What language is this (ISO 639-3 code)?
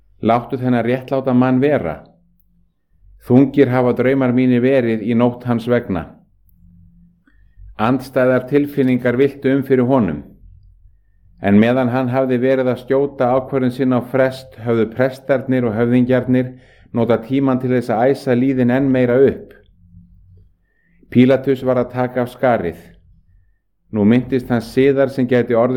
isl